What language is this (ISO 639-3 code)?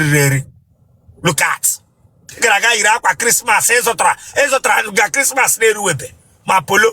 ibo